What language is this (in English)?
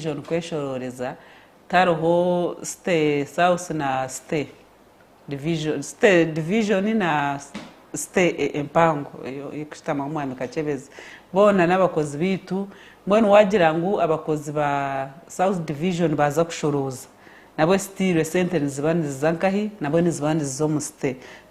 Nyankole